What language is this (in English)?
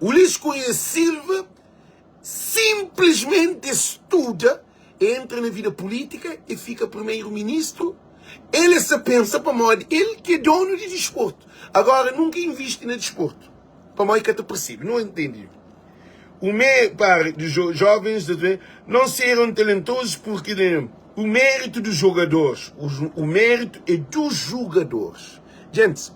Kabuverdianu